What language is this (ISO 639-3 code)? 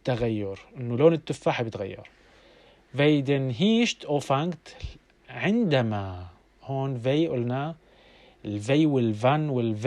apc